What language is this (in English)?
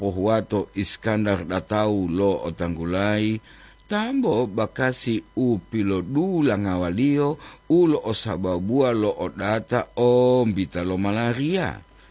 Gorontalo